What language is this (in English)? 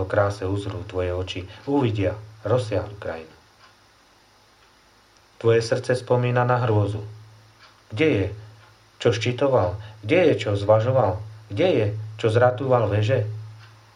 Slovak